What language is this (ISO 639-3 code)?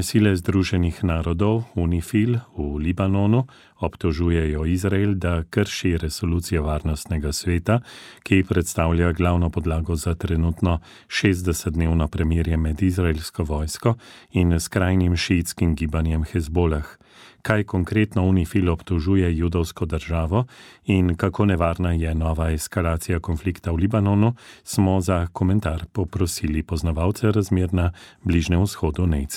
slv